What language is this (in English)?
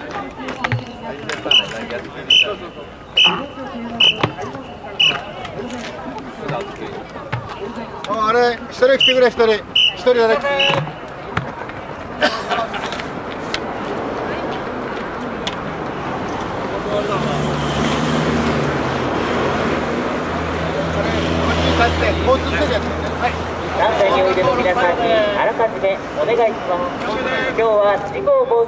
Japanese